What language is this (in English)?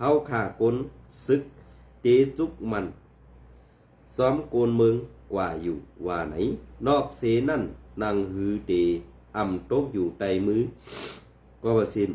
Shan